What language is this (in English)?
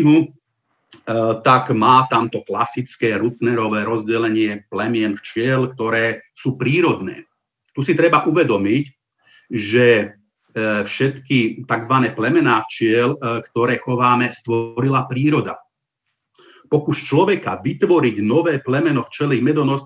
Slovak